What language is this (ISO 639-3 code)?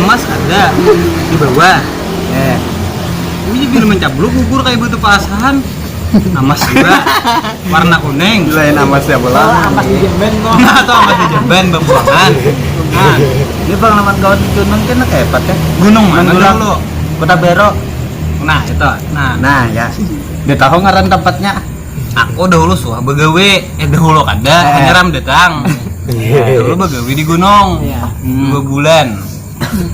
bjn